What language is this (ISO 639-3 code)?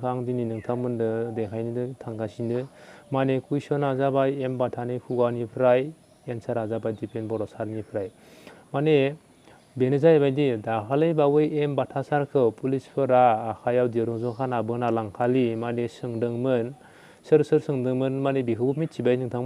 brx